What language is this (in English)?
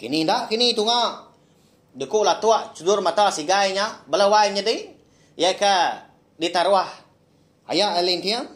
Iban